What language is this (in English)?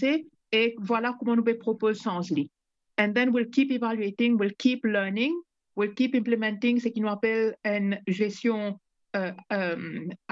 Morisyen